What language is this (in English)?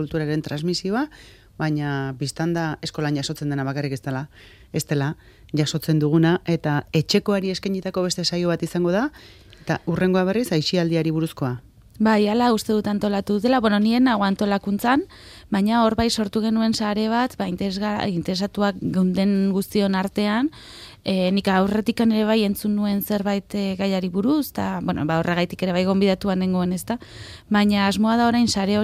Basque